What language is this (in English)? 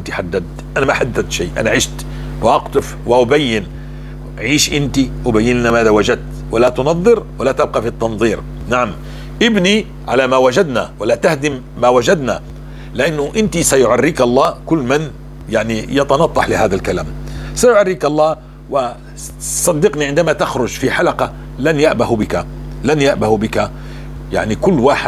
North Levantine Arabic